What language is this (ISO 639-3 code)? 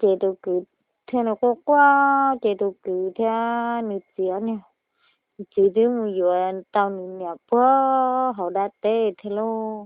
hmn